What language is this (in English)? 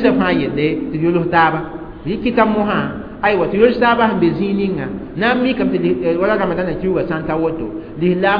Mossi